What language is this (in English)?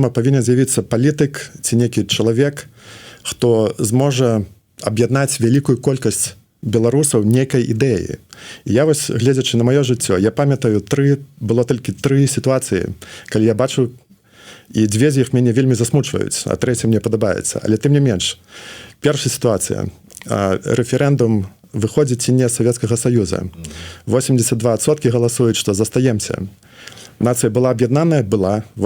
Belarusian